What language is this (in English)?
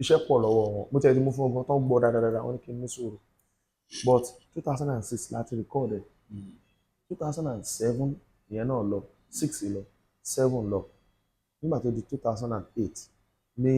Yoruba